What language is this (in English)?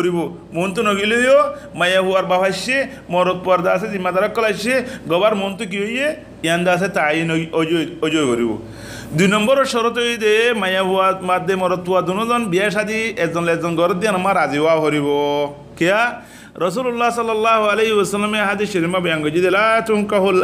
Rohingya